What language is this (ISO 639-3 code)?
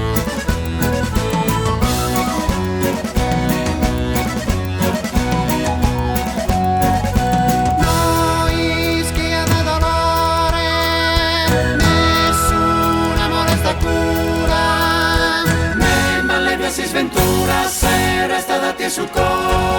srd